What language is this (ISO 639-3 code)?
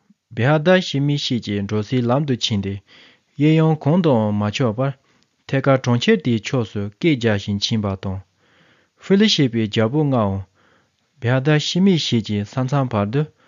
bod